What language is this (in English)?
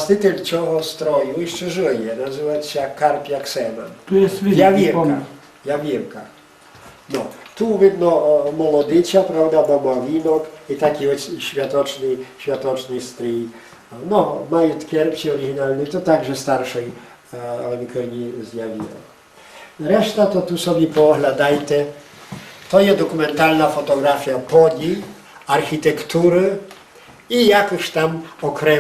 Rusyn